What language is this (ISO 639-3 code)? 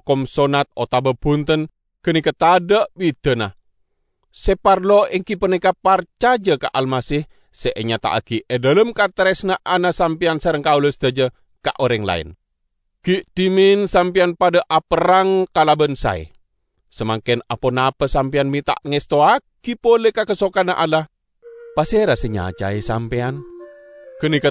mad